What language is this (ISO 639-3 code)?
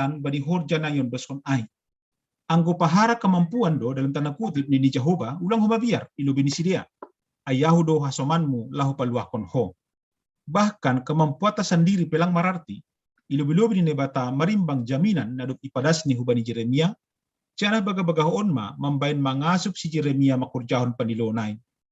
bts